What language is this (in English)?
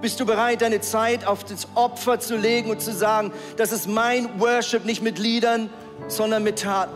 Swiss German